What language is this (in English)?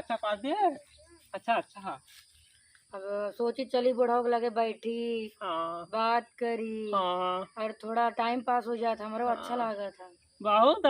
Awadhi